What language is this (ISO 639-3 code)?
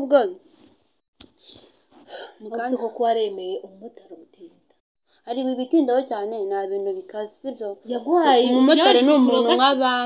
kin